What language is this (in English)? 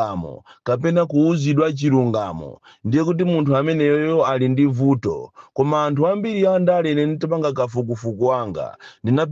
Nyanja